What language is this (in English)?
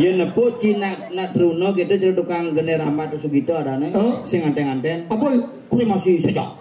Balinese